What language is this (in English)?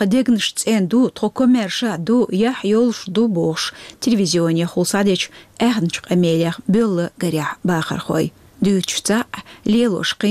Chechen